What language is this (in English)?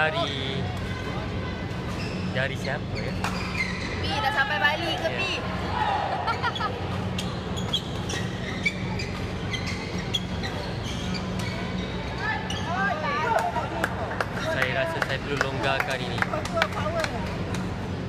Malay